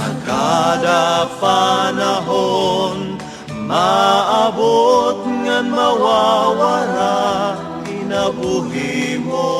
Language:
Waray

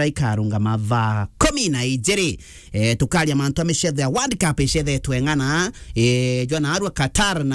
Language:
Meru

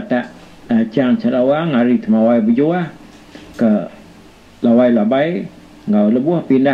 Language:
Iban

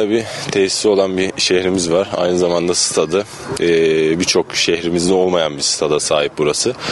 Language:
Turkish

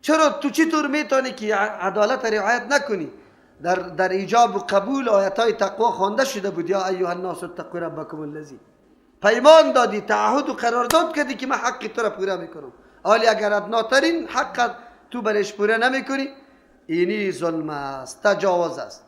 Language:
Persian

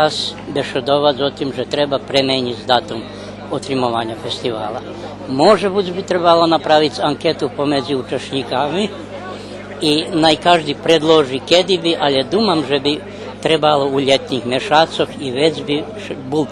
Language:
Rusyn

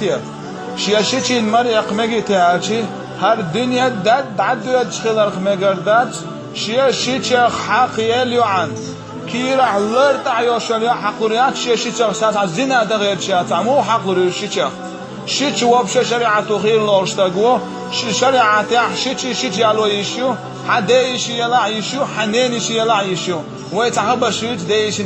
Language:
Chechen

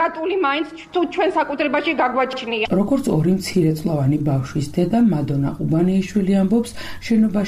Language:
Georgian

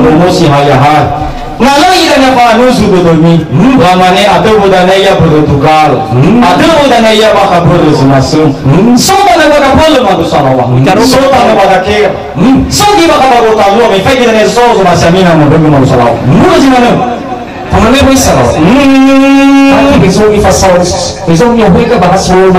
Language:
Nias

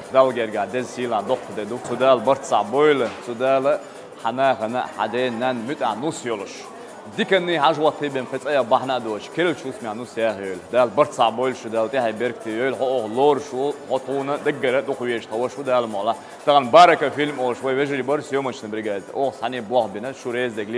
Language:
Chechen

